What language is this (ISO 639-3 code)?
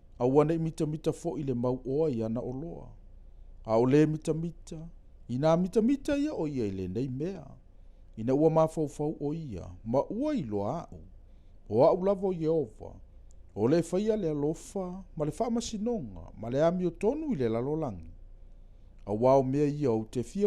smo